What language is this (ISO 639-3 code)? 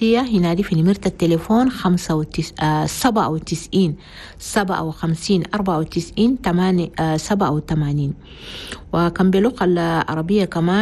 shu